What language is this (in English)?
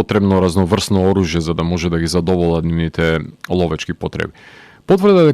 Macedonian